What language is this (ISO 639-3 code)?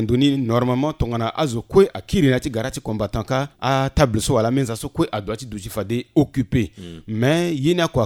sag